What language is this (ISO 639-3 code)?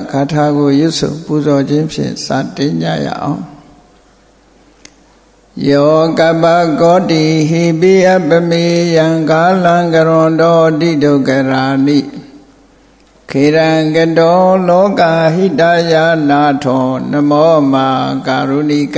mya